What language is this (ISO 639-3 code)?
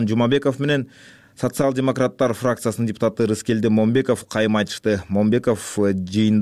kir